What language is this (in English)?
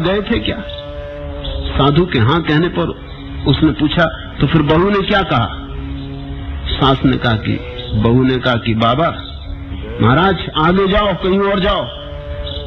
Hindi